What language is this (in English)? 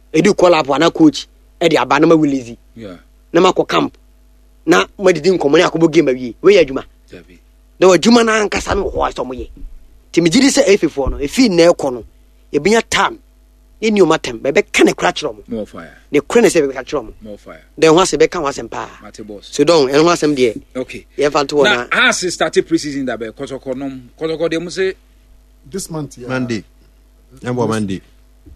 Akan